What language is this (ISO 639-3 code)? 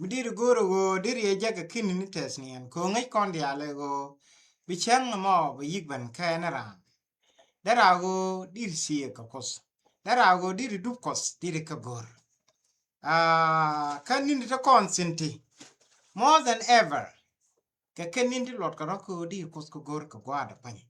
nus